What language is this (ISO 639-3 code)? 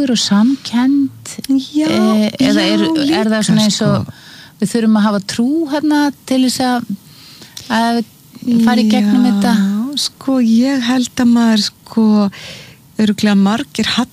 isl